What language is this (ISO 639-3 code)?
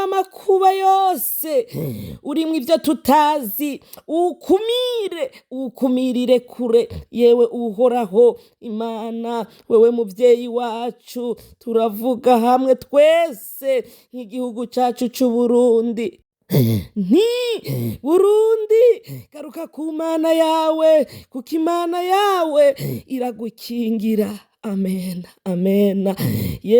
run